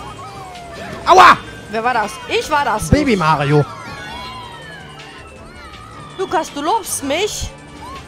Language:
German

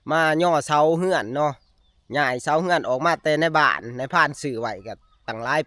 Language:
Northeastern Thai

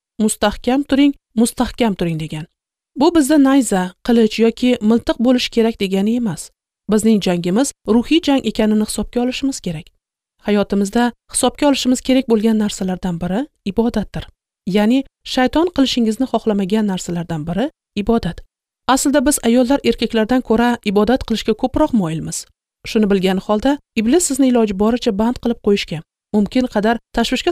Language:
Uzbek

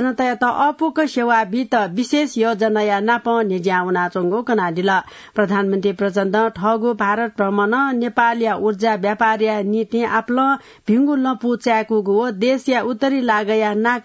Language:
Newari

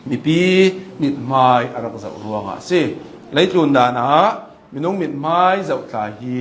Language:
Hakha Chin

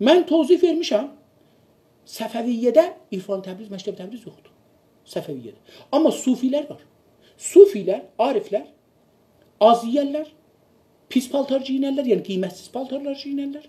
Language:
South Azerbaijani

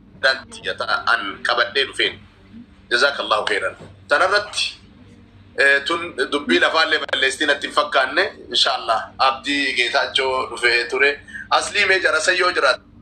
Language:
Oromo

